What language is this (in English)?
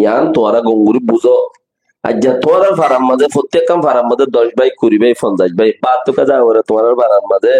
Rohingya